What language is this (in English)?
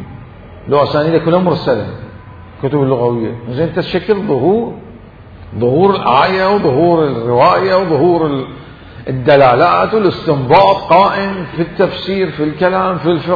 Mesopotamian Arabic